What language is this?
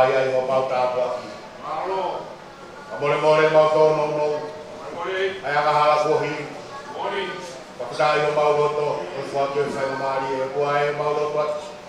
Tongan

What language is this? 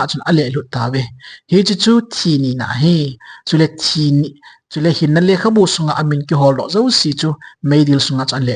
Thado Chin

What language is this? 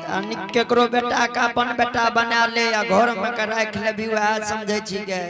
Angika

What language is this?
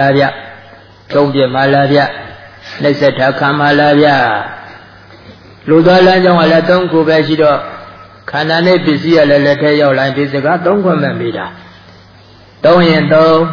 Burmese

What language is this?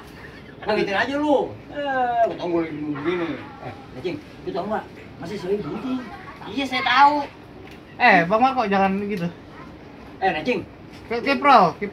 Betawi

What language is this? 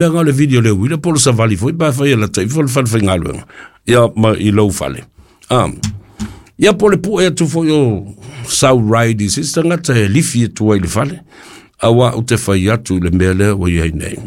Samoan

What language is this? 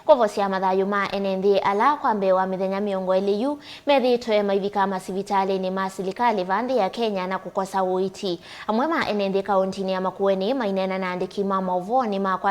Kamba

